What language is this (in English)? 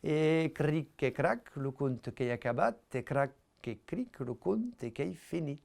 Occitan